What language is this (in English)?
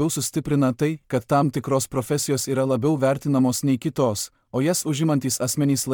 Lithuanian